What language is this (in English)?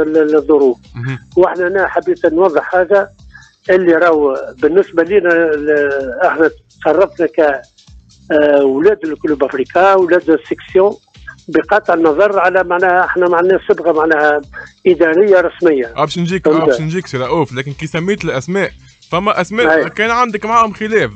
Tunisian Arabic